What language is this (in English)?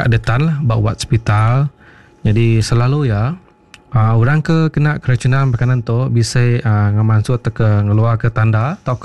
Iban